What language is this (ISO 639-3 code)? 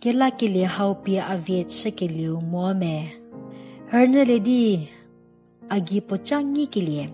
njm